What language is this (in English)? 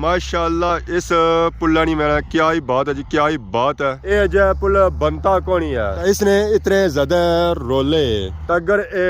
Pahari-Potwari